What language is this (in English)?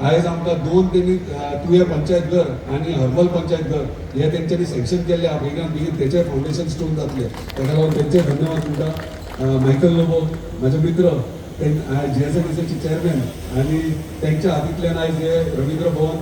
Konkani